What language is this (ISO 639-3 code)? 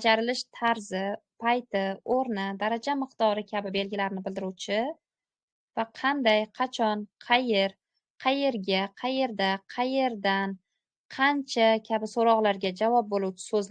uzb